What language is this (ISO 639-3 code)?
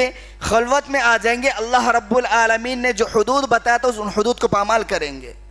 urd